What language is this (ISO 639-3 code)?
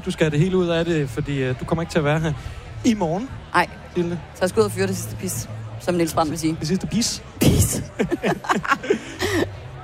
dan